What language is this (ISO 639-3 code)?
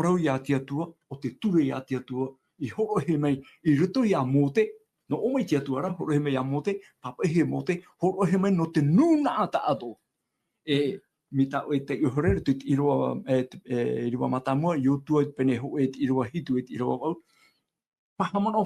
tah